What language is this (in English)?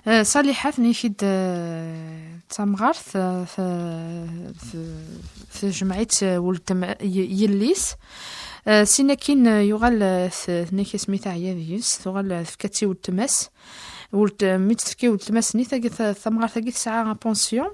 Kabyle